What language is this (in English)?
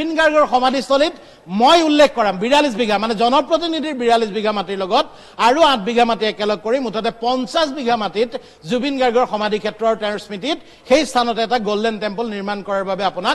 Assamese